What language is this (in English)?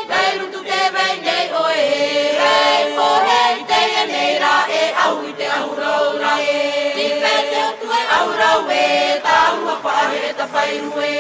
Tahitian